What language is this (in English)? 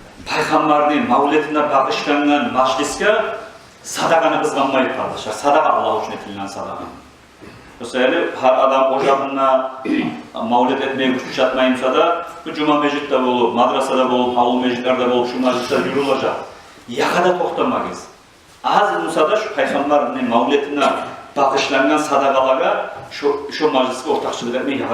Kumyk